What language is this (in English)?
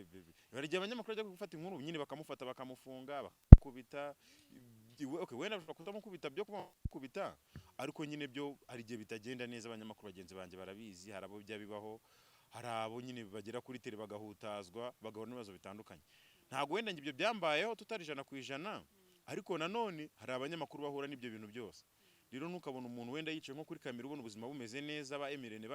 Kinyarwanda